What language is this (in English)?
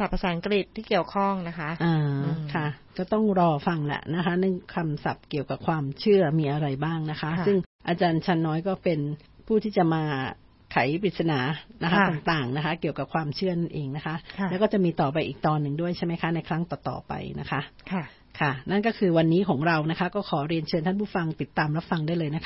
Thai